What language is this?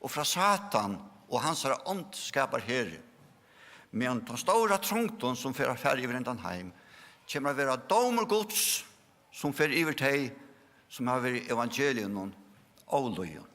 Faroese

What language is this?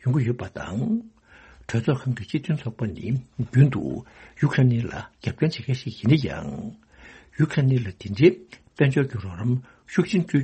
Tibetan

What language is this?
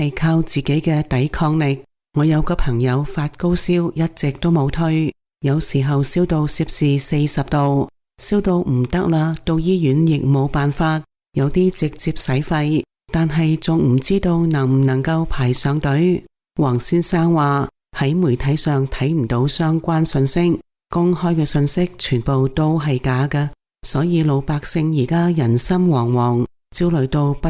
Cantonese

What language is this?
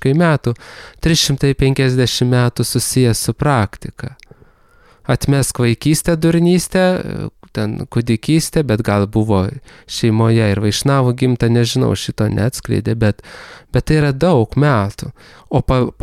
Lithuanian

